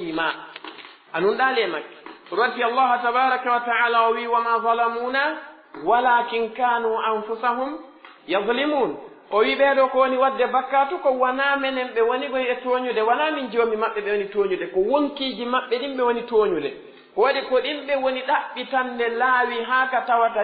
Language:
Pular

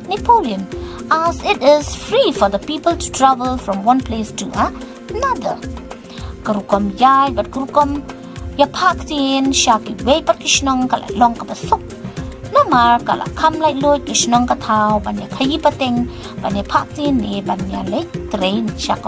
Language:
Khasi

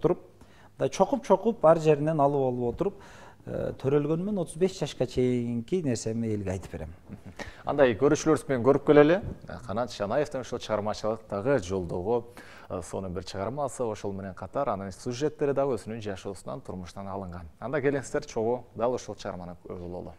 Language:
Kyrgyz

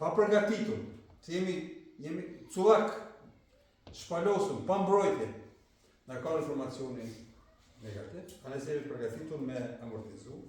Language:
Albanian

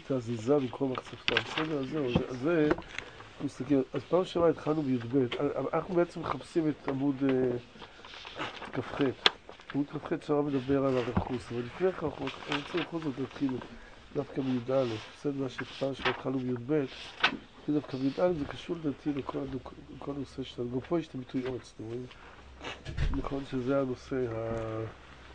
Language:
Hebrew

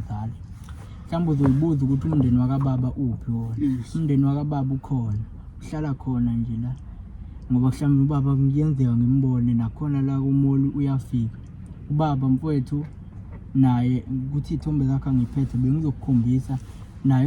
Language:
Zulu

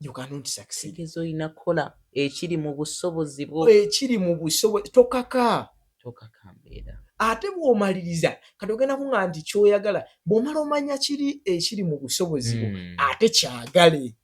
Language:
Ganda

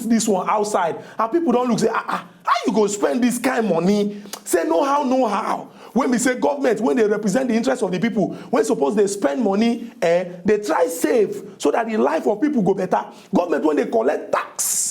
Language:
Nigerian Pidgin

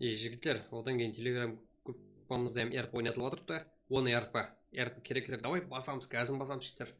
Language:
Kara-Kalpak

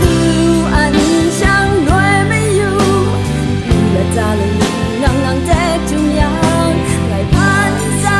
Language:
Kachin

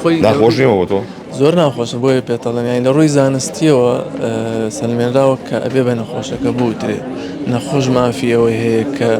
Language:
Central Kurdish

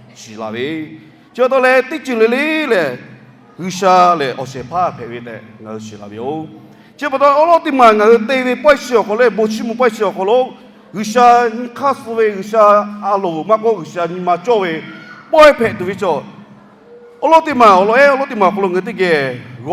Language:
Lahu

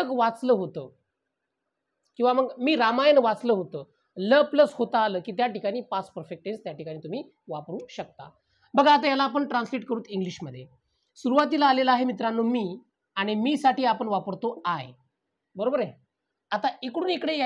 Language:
Marathi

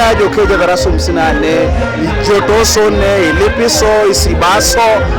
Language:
Teso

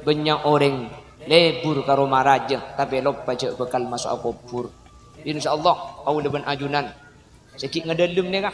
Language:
Madurese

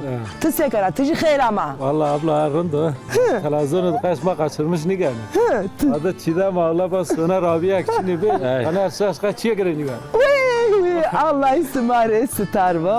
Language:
Zaza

